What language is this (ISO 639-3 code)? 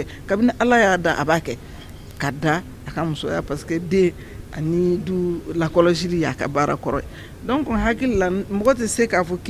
bam